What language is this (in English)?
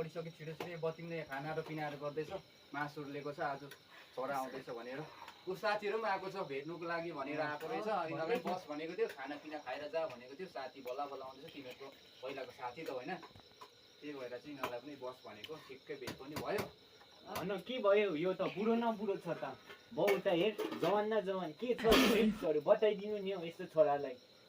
Nepali